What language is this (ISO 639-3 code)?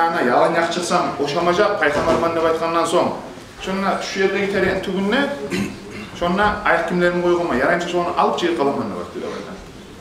kum